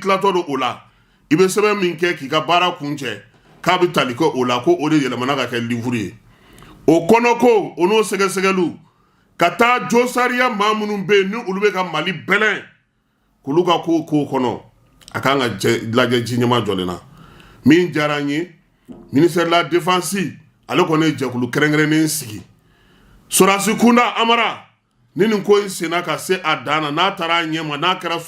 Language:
Bambara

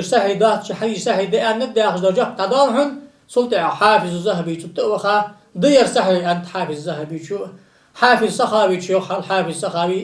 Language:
Ingush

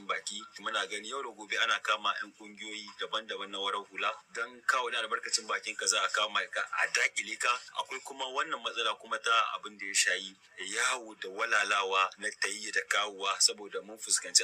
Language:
Hausa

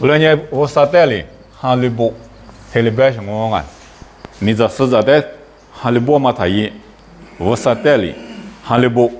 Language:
Lisu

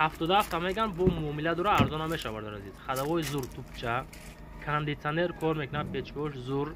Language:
Tajik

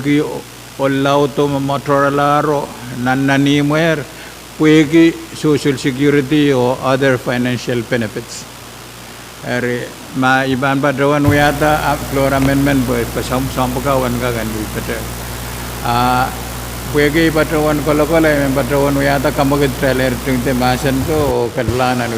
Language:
Pohnpeian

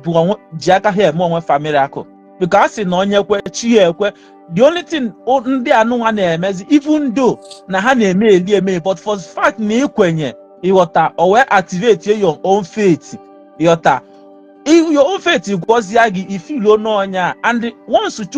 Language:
Igbo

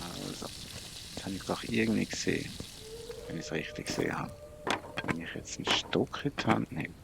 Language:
Swiss German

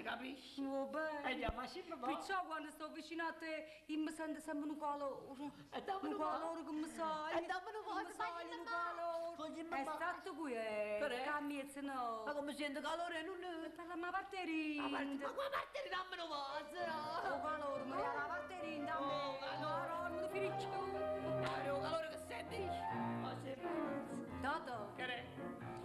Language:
Neapolitan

